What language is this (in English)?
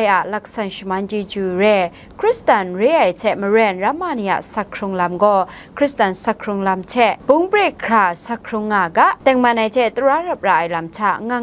Kachin